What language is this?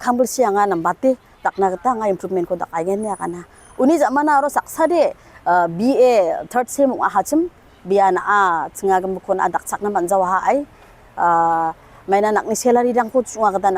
Garo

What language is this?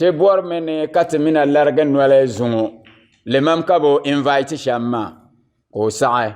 Dagbani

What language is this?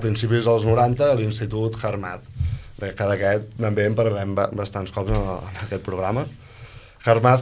Catalan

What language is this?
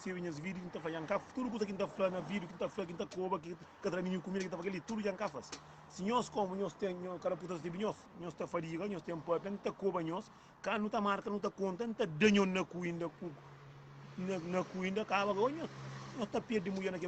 Kabuverdianu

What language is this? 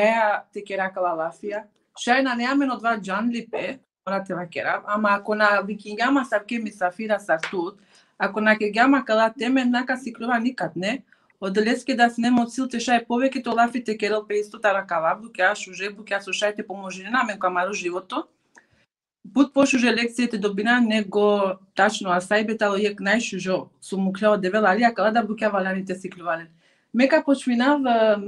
Balkan Romani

